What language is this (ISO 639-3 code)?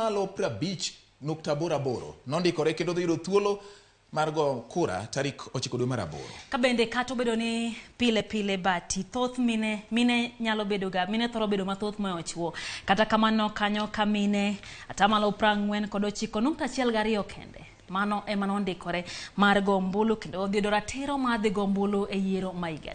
luo